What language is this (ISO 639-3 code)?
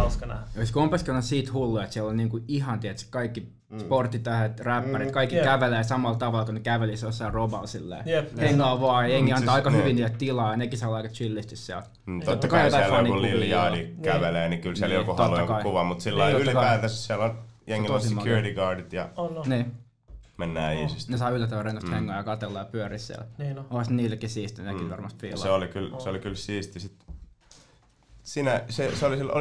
fin